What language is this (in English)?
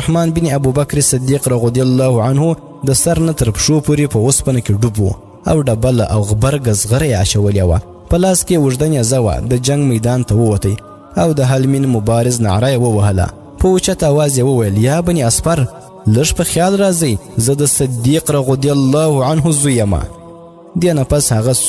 Pashto